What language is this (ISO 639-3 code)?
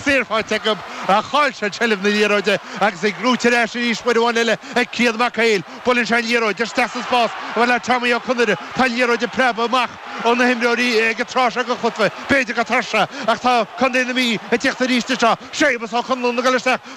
gle